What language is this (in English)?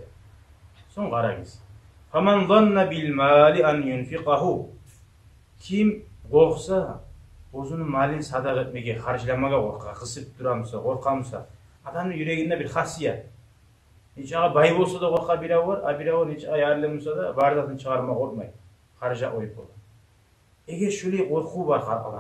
Kumyk